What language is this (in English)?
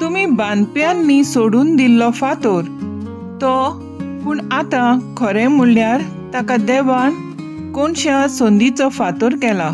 Konkani